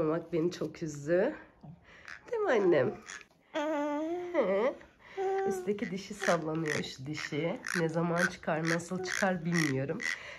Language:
Turkish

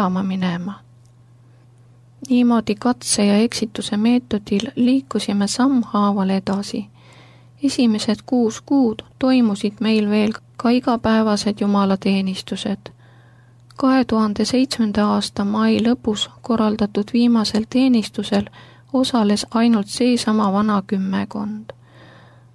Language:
Estonian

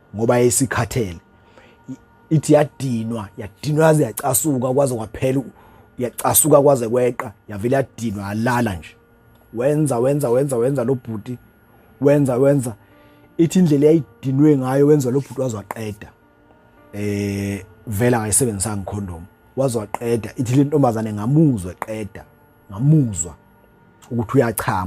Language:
Zulu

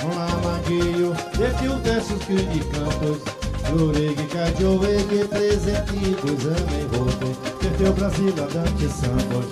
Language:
Esperanto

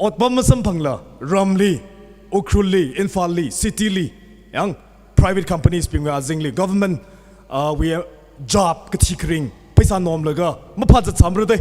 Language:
Tangkhul Naga (India)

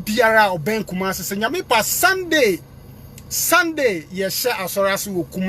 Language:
Akan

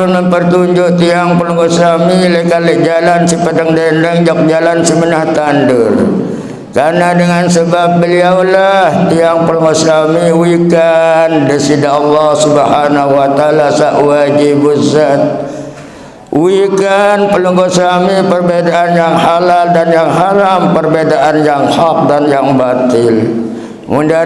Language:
Sasak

